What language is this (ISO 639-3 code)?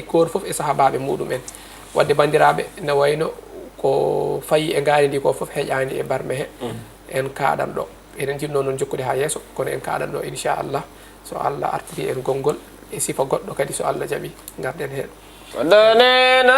ful